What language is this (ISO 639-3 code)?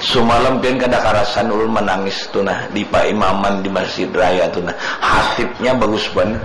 bjn